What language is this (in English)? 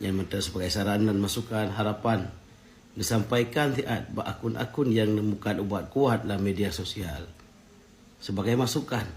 Achinese